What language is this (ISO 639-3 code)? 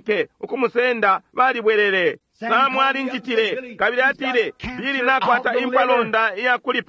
bem